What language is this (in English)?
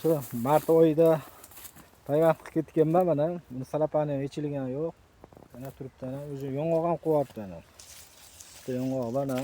Uzbek